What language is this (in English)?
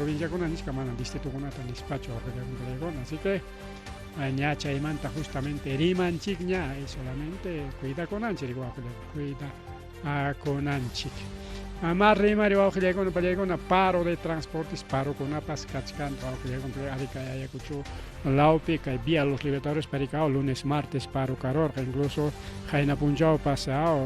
Ayacucho Quechua